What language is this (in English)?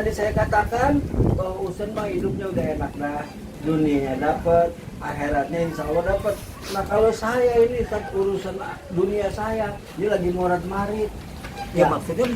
Betawi